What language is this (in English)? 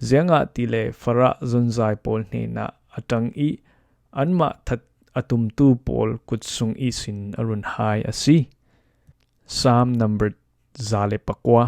Falam Chin